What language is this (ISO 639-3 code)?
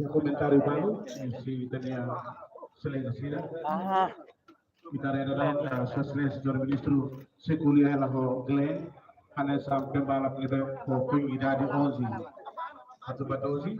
tet